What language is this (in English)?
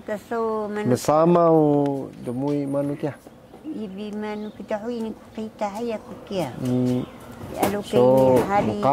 Taroko